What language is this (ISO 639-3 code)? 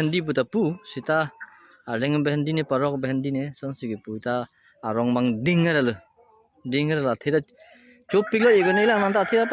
mjw